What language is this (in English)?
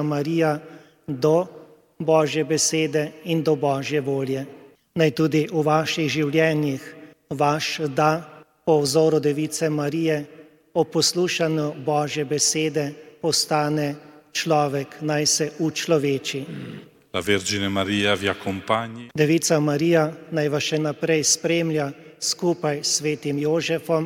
Slovenian